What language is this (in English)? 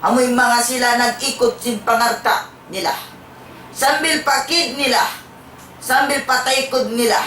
Tausug